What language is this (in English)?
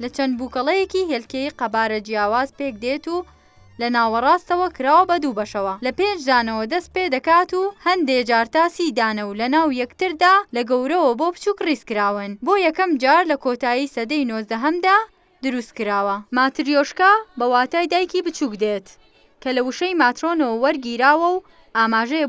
Central Kurdish